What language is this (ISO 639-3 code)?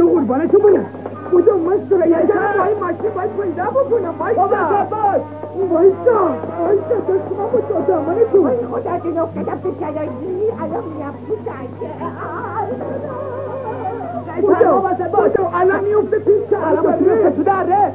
fas